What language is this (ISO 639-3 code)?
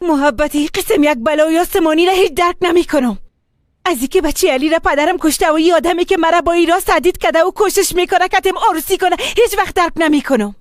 tgk